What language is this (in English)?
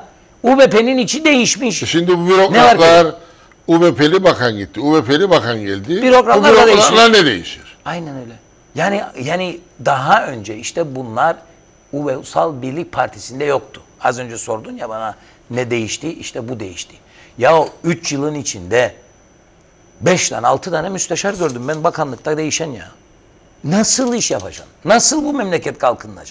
Turkish